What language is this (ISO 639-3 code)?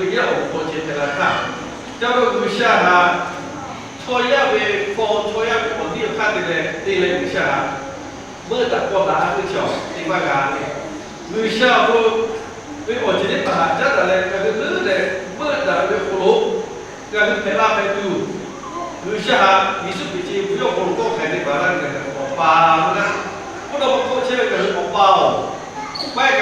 lhu